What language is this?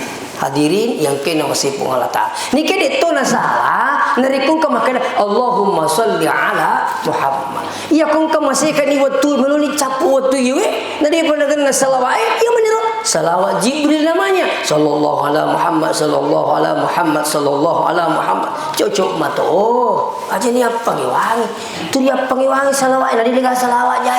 Buginese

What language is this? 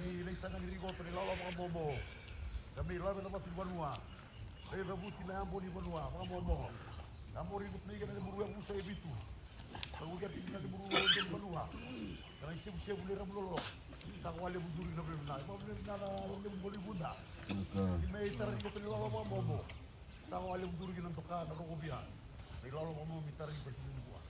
Fijian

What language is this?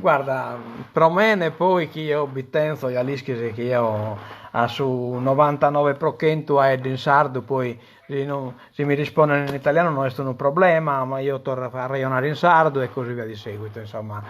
Sardinian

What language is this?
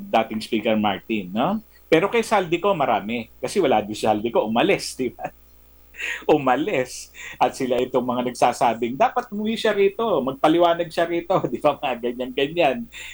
Filipino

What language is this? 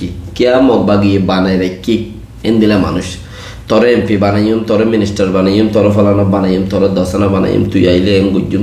Rohingya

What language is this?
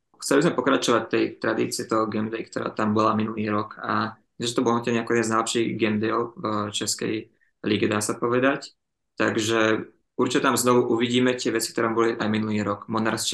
Slovak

